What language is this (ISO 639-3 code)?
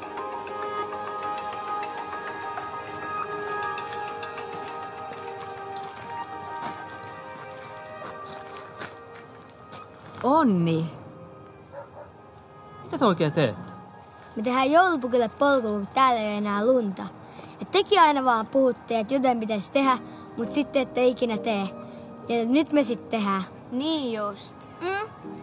fin